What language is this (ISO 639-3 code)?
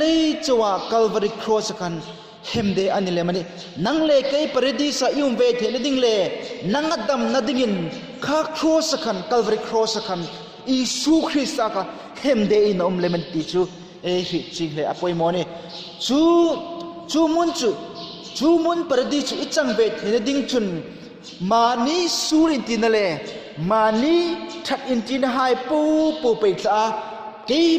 hmr